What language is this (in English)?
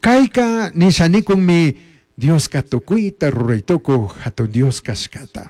Chimborazo Highland Quichua